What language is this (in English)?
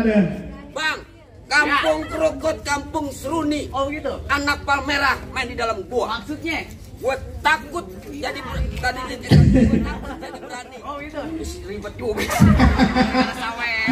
Betawi